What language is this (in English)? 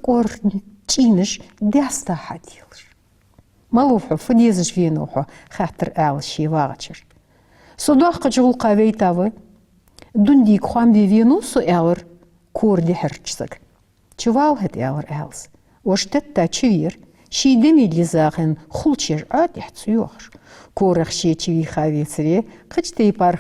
Ingush